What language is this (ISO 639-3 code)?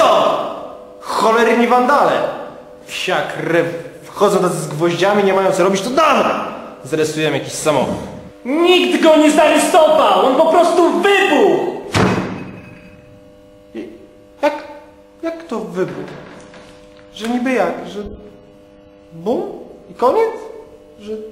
pol